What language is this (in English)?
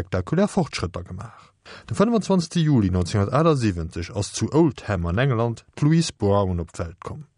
Luxembourgish